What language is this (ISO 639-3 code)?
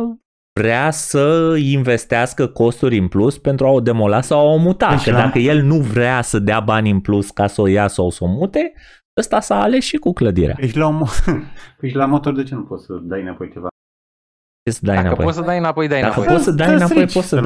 ron